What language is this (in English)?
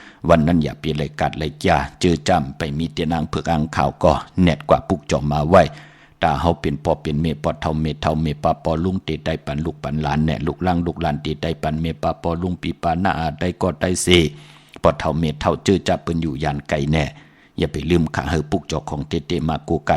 Shan